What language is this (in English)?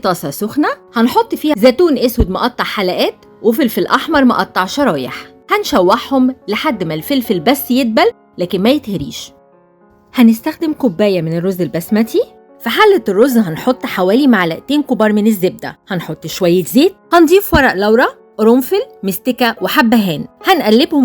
Egyptian Arabic